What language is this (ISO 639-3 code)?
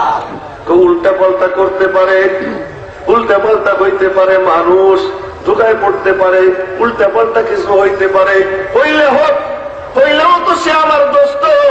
ben